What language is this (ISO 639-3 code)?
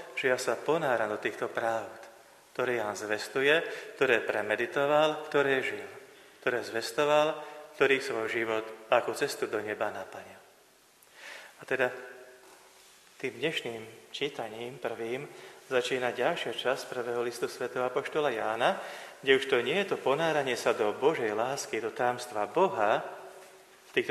slk